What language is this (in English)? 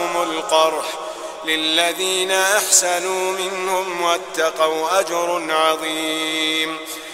Arabic